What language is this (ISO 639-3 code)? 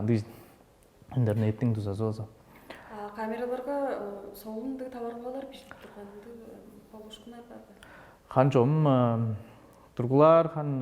tyv